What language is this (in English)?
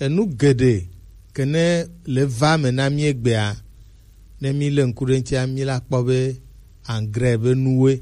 Gen